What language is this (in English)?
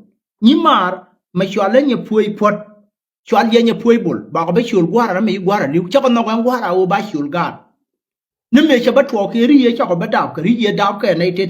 Nuer